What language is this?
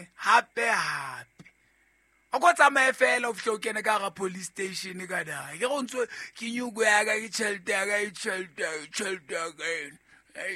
Southern Sotho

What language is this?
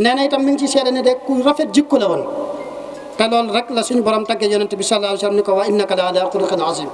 Wolof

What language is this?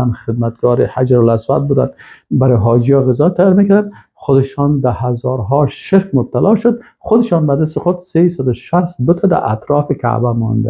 Persian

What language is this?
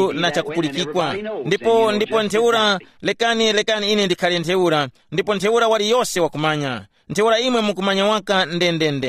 Tumbuka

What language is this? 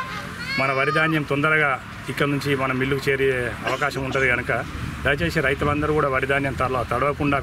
Telugu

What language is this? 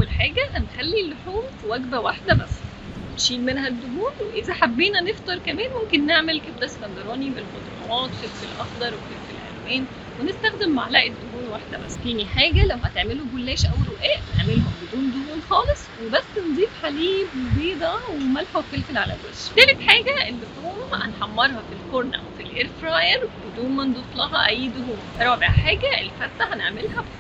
Egyptian Arabic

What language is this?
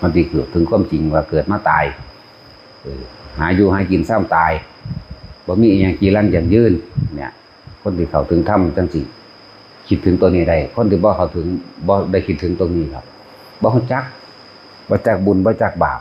Northeastern Thai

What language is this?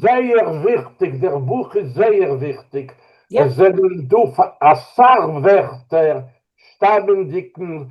Yiddish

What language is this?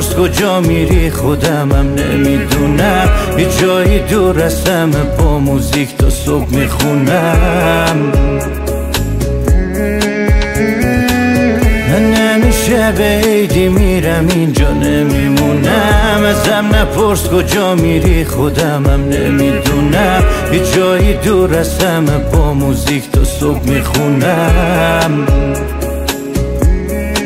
Persian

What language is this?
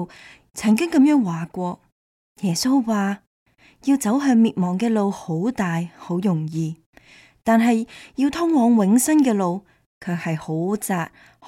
Cantonese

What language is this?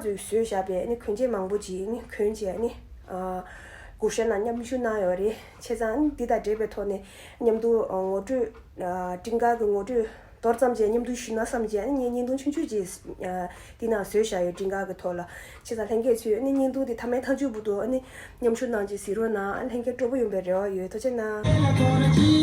Tibetan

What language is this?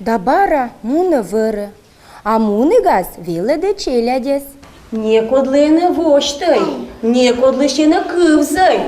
Komi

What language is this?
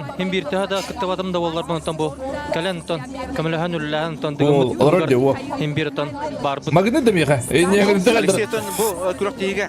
Yakut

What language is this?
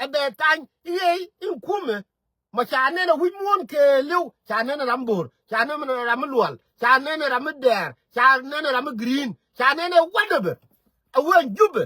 Nuer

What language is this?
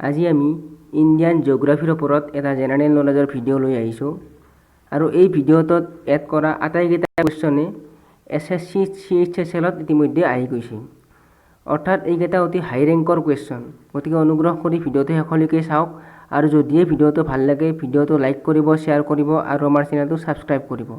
Assamese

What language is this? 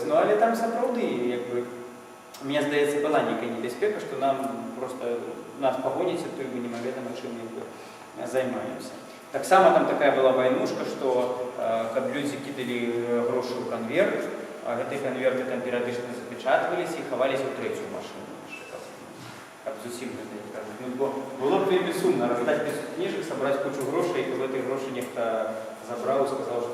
Belarusian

